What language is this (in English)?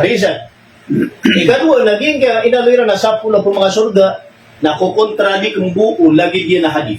Maranao